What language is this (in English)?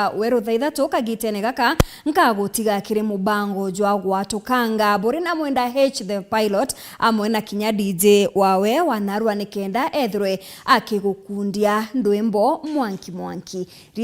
Meru